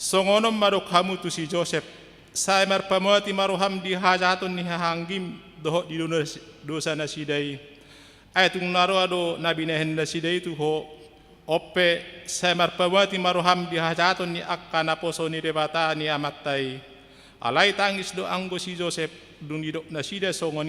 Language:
Batak Toba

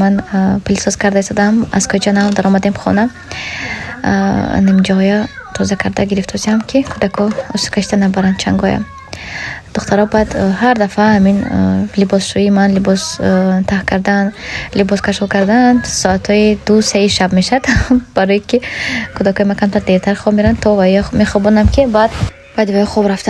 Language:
Tajik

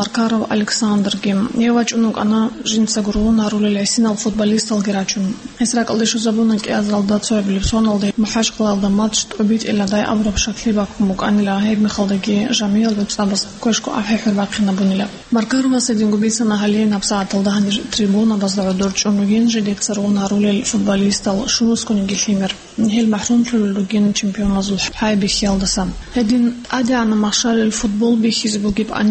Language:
Avaric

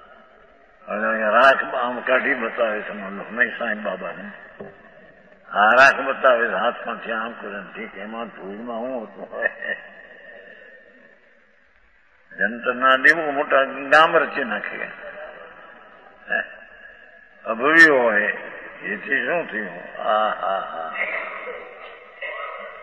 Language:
Gujarati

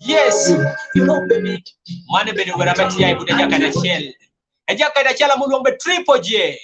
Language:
Kumam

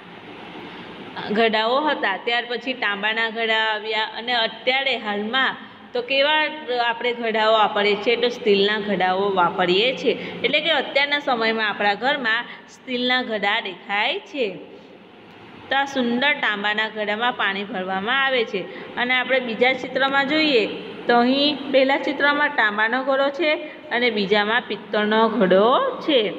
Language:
Gujarati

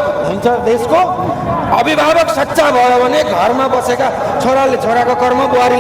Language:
Nepali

